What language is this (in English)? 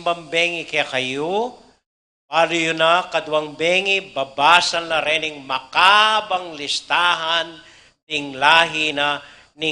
Pampanga